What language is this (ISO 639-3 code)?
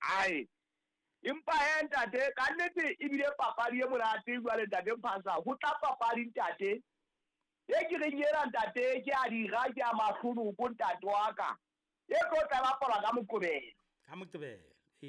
sot